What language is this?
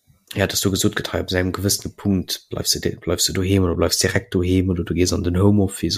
Luxembourgish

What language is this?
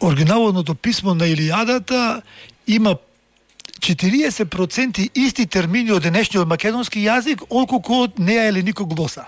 Macedonian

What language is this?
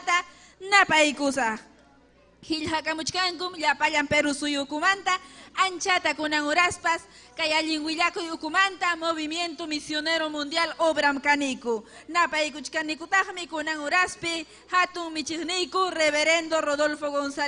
Ayacucho Quechua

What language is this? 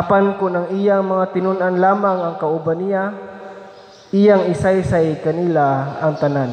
Cebuano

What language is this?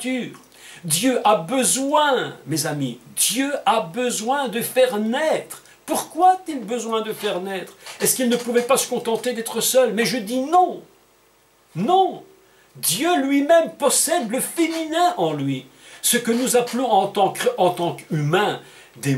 French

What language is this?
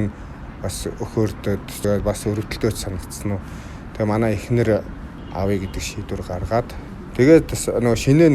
Mongolian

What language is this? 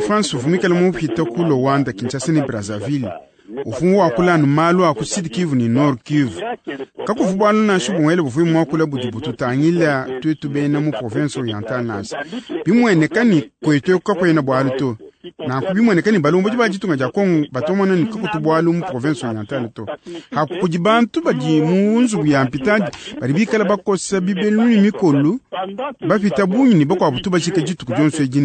Luba-Lulua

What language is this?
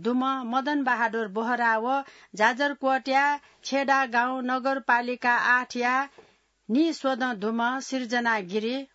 Newari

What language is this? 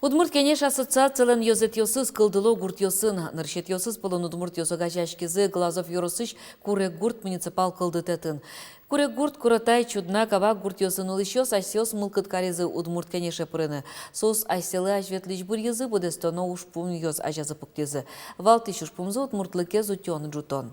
Udmurt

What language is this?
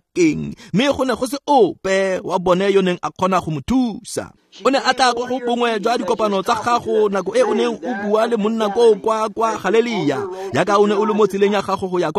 Tswana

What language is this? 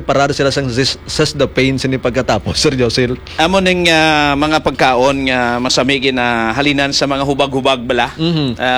Hiligaynon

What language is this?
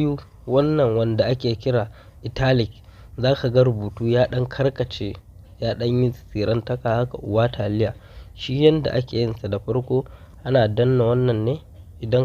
Hausa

